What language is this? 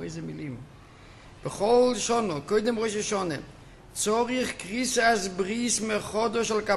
Hebrew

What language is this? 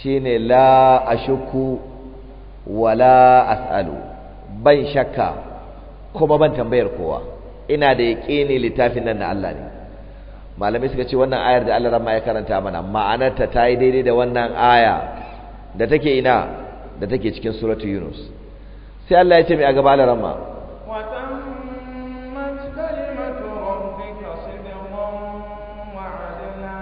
Hausa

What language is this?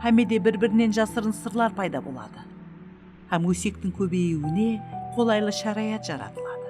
Kara-Kalpak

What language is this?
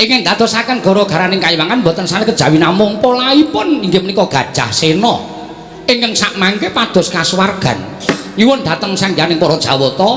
Javanese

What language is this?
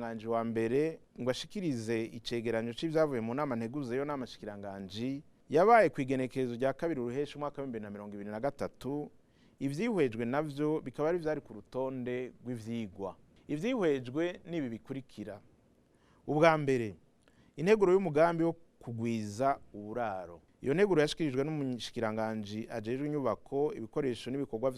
Rundi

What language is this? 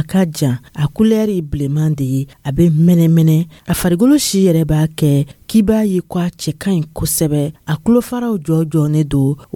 Dyula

